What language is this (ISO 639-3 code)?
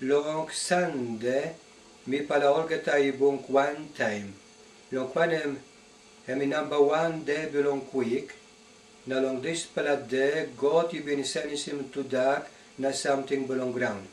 tpi